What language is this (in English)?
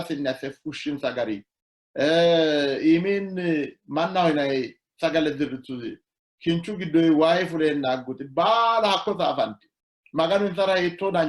Sidamo